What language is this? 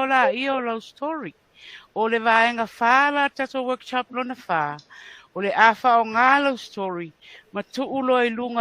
Samoan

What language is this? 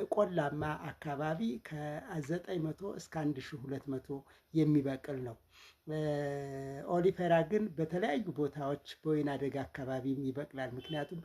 Amharic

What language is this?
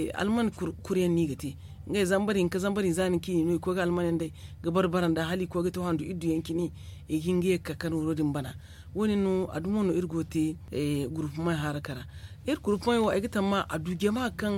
Zarma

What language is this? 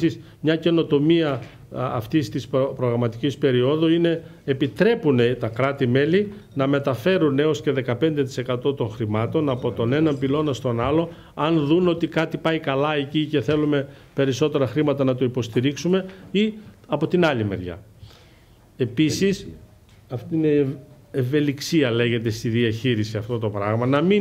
Greek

